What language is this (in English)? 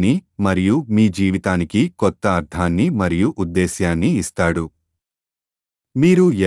Telugu